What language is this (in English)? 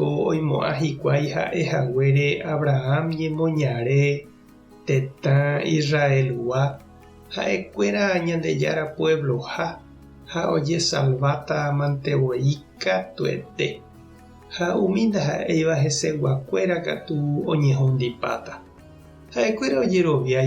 Guarani